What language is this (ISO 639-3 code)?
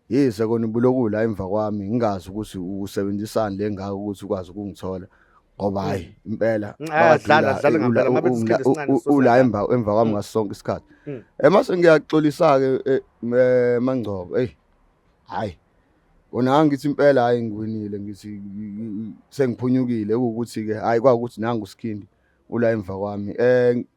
zul